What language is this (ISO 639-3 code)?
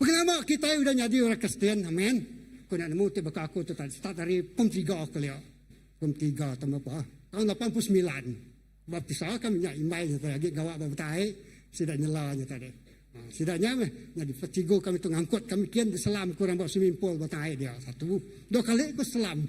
iba